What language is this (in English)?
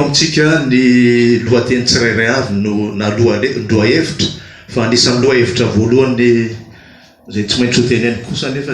Malagasy